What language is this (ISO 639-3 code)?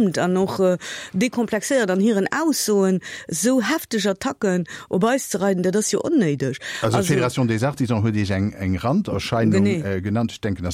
ltz